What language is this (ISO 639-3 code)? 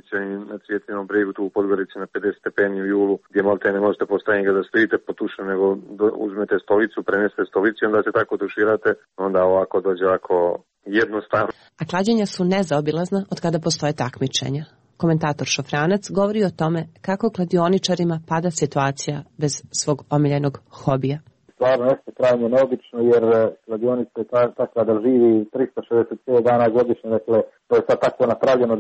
srp